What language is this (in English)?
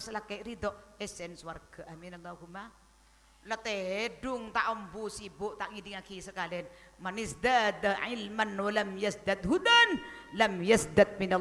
Madurese